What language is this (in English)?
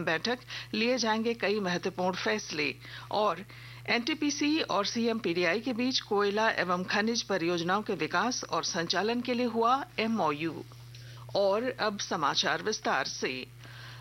Hindi